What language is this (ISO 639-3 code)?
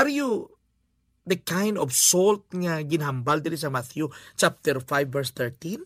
hil